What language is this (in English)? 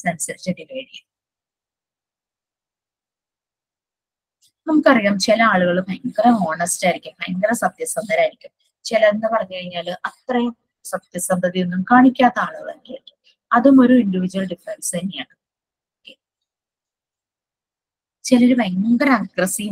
Malayalam